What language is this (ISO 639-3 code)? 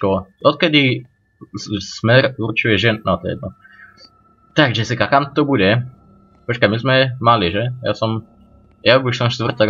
slk